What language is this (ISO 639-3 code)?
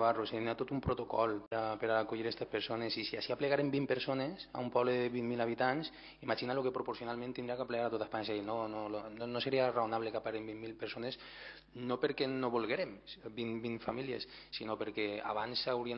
cat